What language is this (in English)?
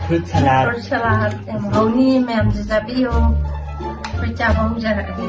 Manipuri